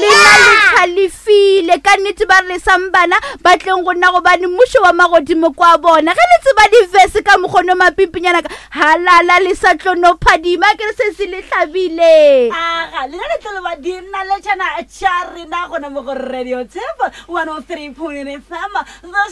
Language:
Northern Sotho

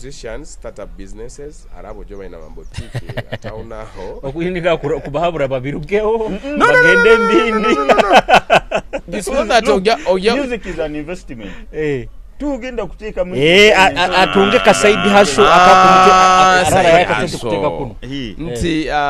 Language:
Nyoro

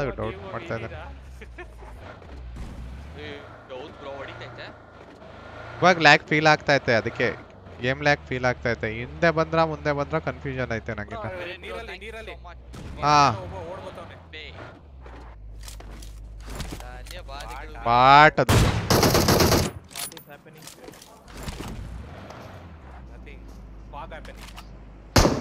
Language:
Kannada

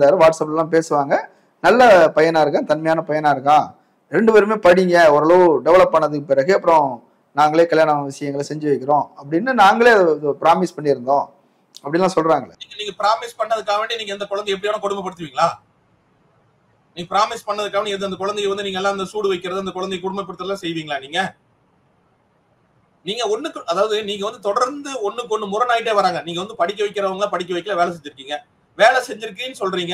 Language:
Tamil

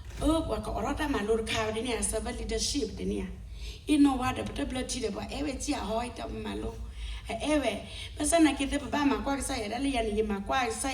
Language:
S'gaw Karen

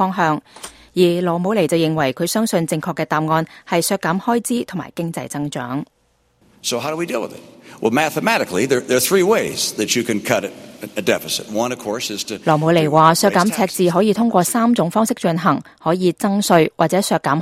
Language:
Cantonese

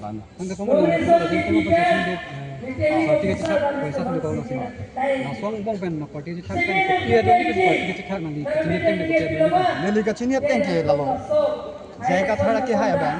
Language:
Karbi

